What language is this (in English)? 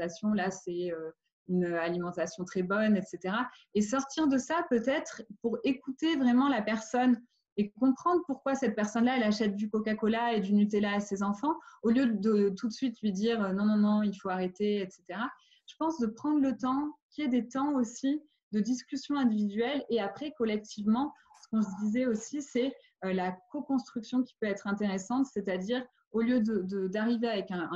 French